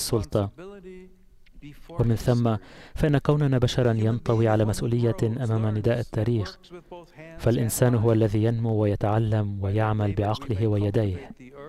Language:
Arabic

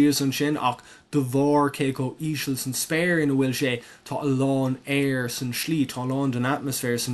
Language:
Irish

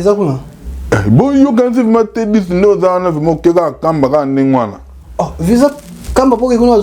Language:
Lingala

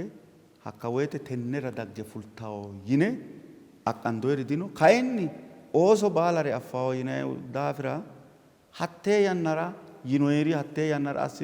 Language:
Sidamo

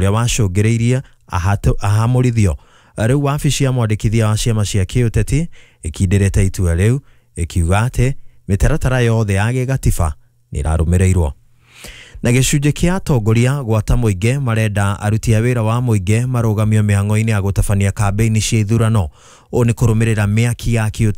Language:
Kikuyu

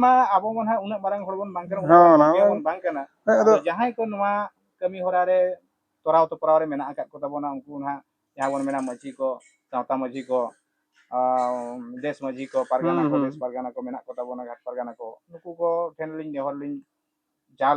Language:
Santali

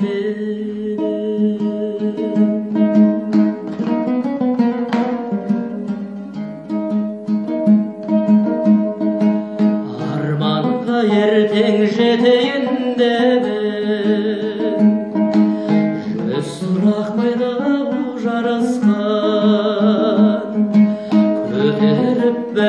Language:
Kazakh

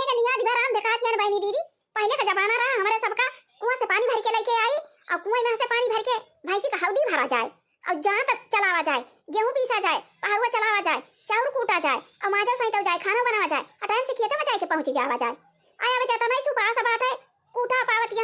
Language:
Awadhi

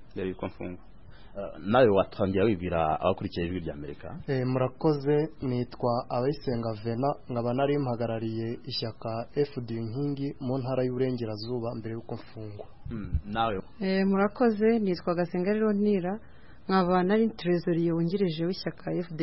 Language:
Kinyarwanda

